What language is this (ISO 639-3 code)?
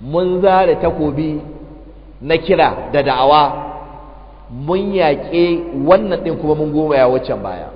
hau